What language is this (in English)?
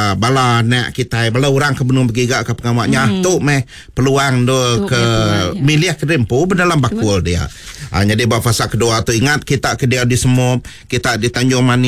Iban